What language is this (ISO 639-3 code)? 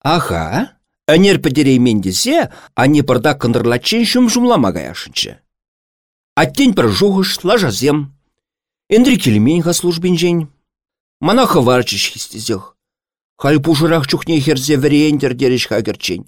chv